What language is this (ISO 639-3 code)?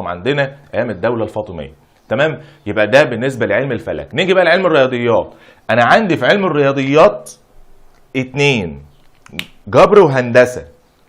arz